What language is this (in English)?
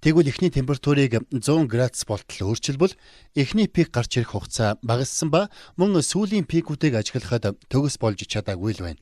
Mongolian